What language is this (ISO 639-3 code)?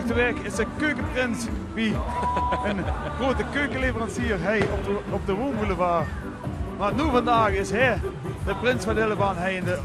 lim